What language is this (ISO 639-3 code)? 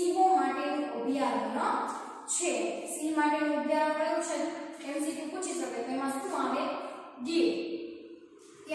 guj